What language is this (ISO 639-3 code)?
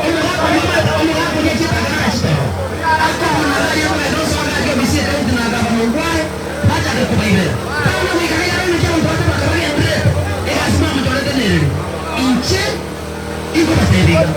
guz